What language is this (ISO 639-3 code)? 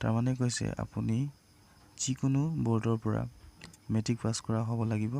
asm